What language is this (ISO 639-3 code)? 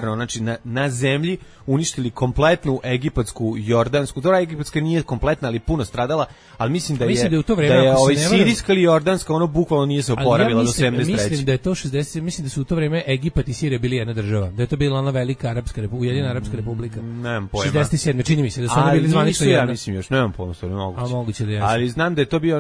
srp